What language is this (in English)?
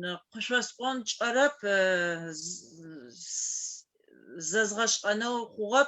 Adyghe